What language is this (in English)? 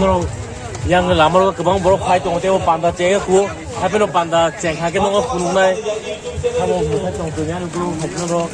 Kok Borok